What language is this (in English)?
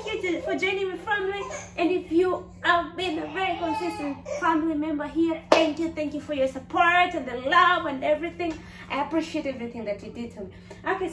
English